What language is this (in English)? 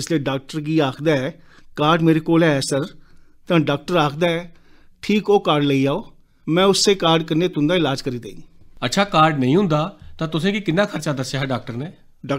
Dogri